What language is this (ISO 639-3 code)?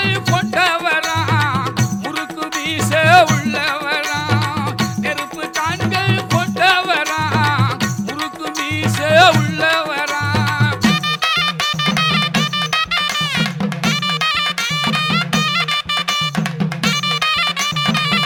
tam